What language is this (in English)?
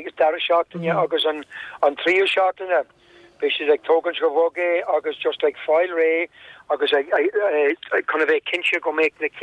Irish